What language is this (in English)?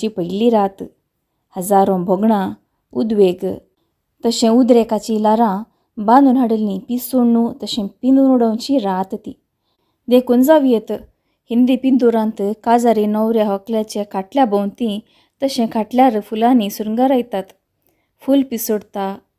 Konkani